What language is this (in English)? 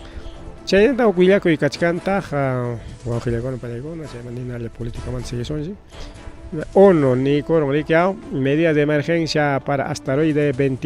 Ayacucho Quechua